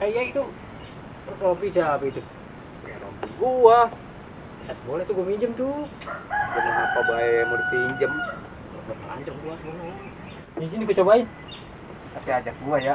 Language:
Betawi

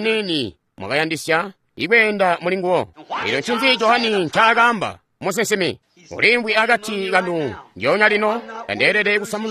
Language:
Tonga (Zambia)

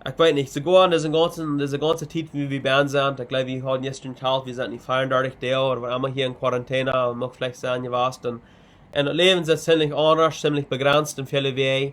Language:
Plautdietsch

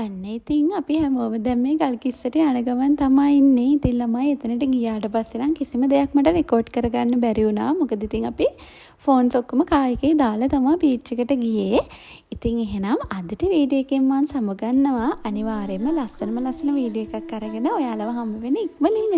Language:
Sinhala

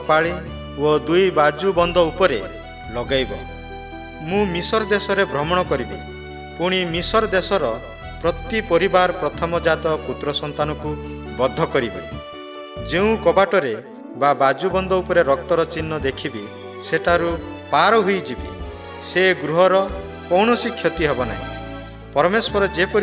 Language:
Odia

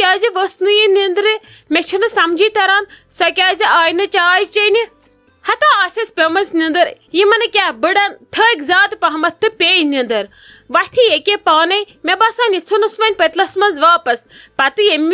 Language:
Kashmiri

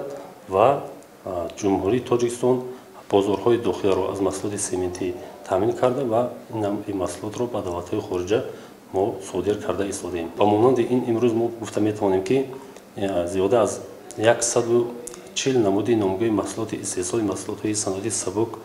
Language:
Tajik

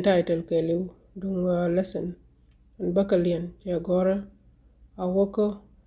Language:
Nuer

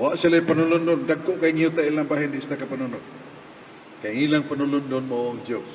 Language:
Cebuano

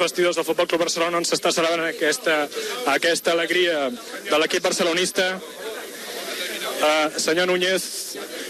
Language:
Catalan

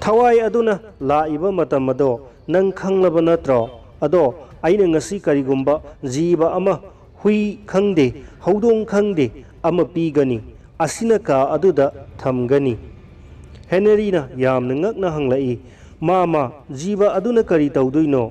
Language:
Manipuri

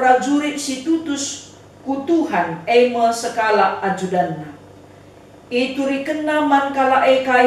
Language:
Batak Karo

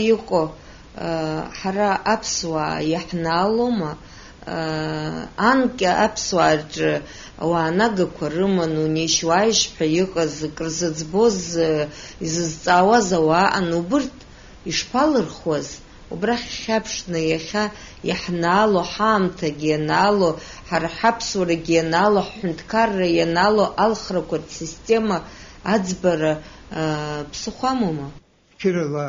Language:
Abkhazian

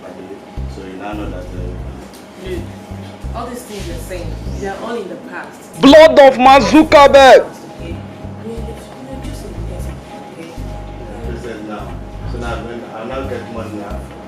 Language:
Nigerian Pidgin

